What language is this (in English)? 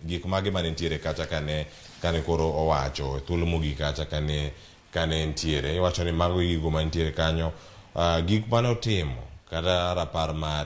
Luo (Kenya and Tanzania)